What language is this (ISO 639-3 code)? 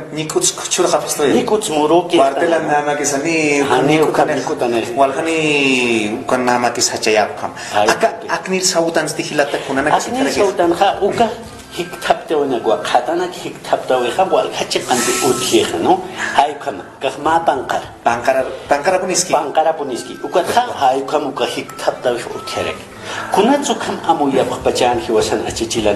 aym